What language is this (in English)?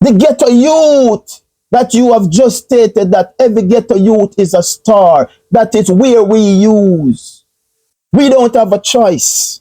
Jamaican Creole English